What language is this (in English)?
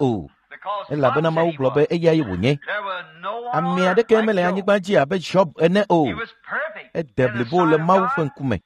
Ewe